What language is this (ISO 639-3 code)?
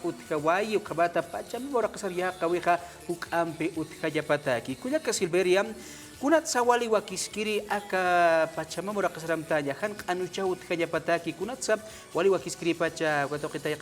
aym